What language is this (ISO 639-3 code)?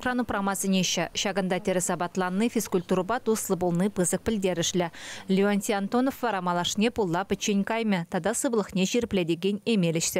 chv